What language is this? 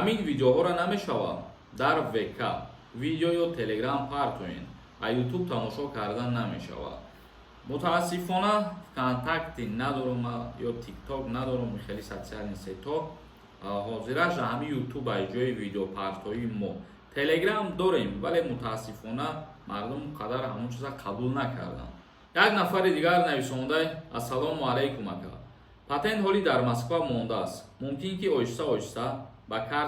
Tajik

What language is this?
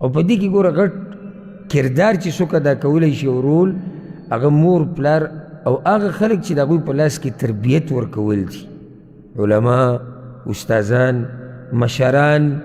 Pashto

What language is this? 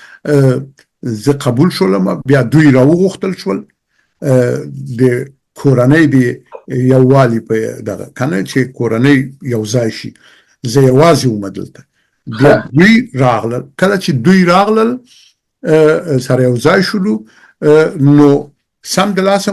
Pashto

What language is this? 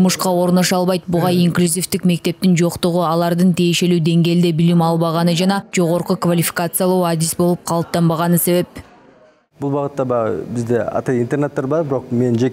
Kyrgyz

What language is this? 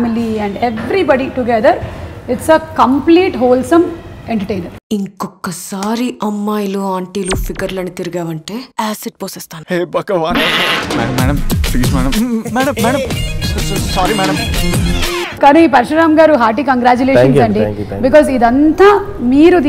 Telugu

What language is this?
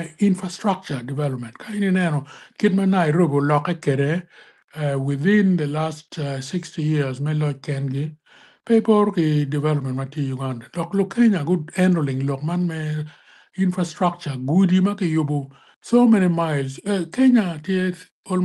Acoli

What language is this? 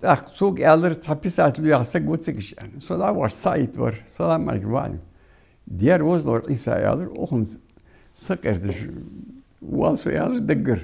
Ingush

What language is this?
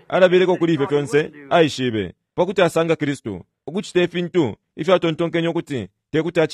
Bemba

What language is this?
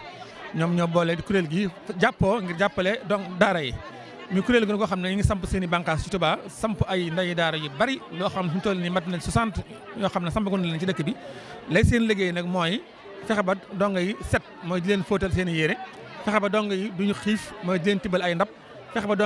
Wolof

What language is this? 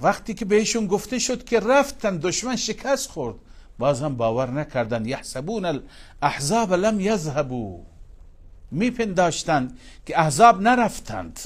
Persian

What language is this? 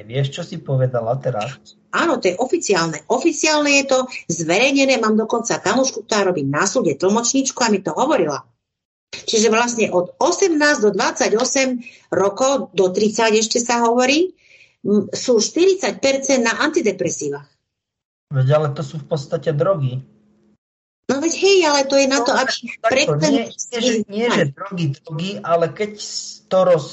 Slovak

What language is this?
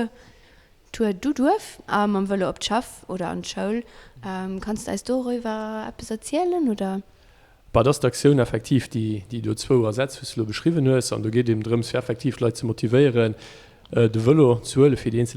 Luxembourgish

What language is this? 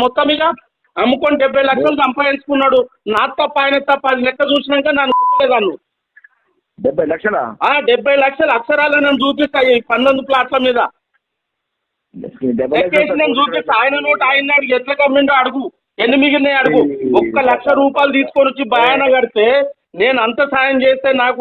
Telugu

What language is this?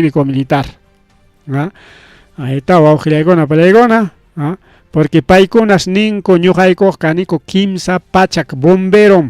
Ayacucho Quechua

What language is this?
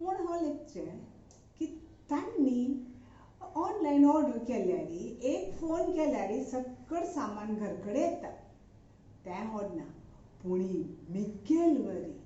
Konkani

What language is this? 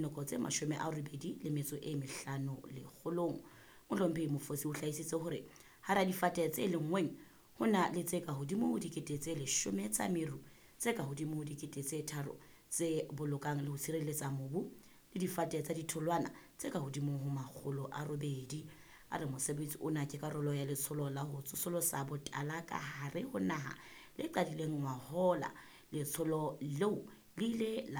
Southern Sotho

